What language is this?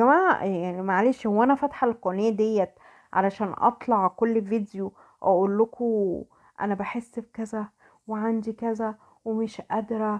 Egyptian Arabic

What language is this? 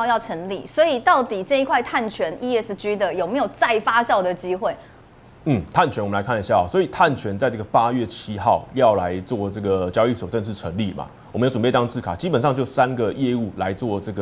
Chinese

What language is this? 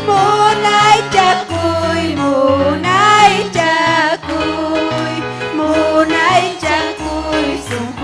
Ayacucho Quechua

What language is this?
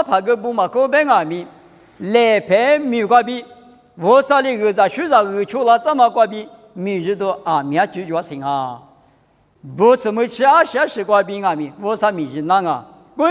Lisu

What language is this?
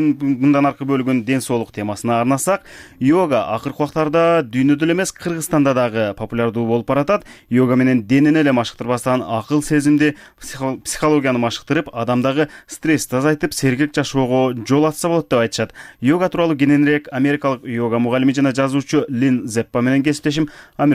Kyrgyz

